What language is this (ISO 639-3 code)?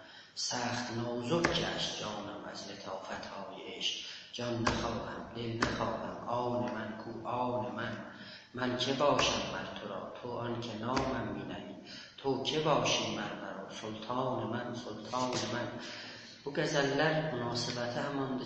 azb